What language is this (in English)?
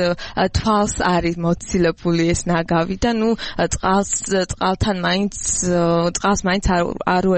Georgian